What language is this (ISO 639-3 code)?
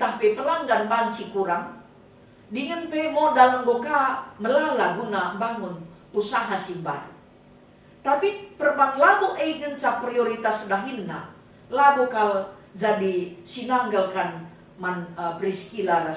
btx